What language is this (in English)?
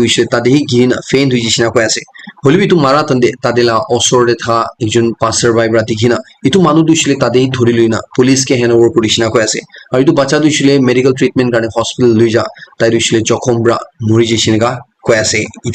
Naga Pidgin